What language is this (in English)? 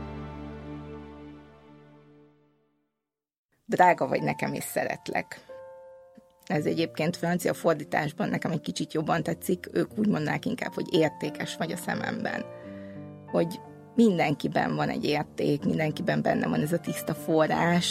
Hungarian